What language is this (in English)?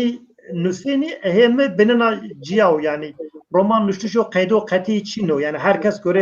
Zaza